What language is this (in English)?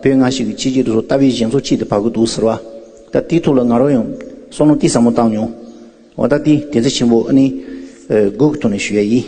Tibetan